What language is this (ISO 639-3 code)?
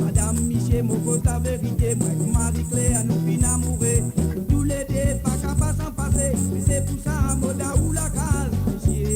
mfe